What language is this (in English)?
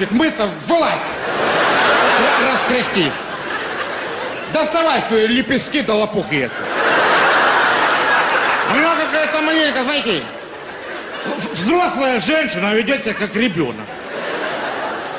Russian